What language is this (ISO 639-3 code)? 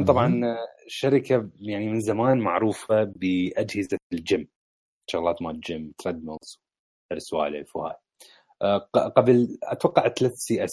acm